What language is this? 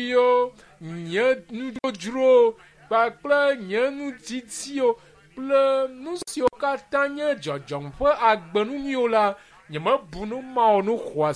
Ewe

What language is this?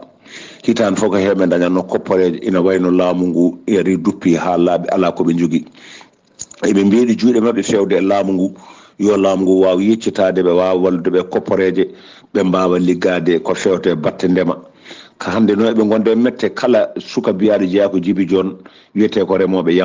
Fula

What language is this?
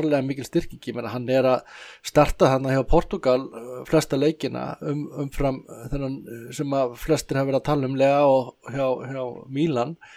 Icelandic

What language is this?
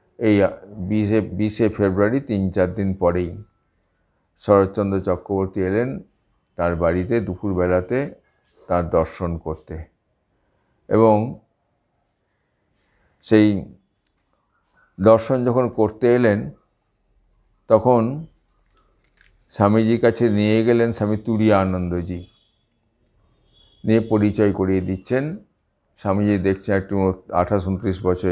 Bangla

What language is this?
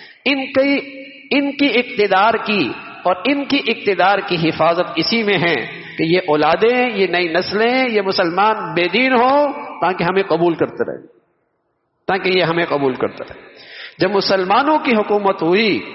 Urdu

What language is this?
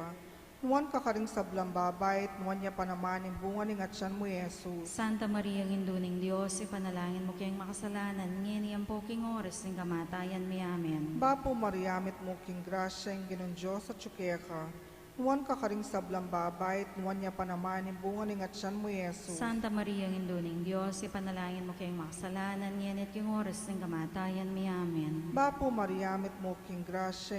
Pampanga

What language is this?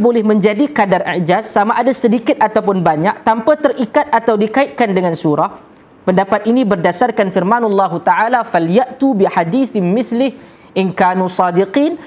Malay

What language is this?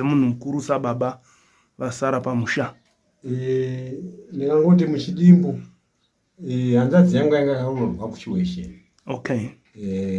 Shona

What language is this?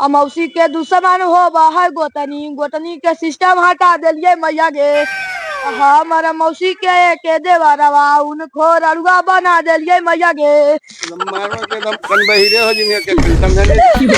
Magahi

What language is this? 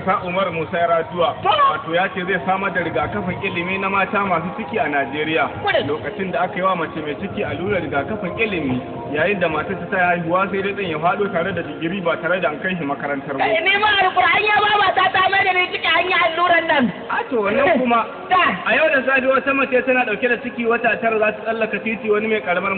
Hausa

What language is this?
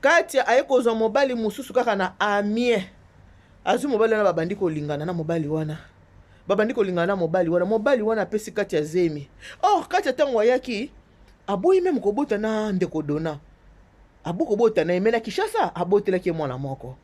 Lingala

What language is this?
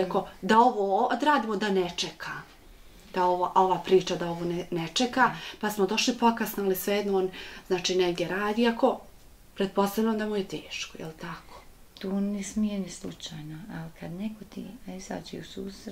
Bosnian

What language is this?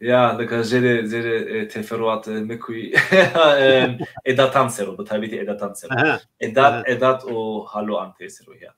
Zaza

